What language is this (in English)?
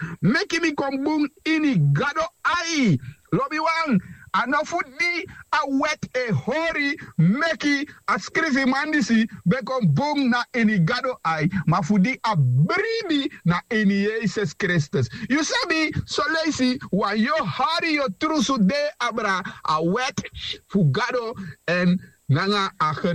Sranan Tongo